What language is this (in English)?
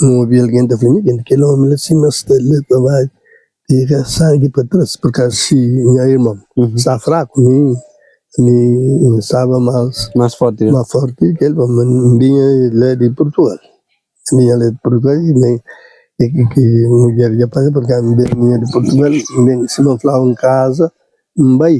Kabuverdianu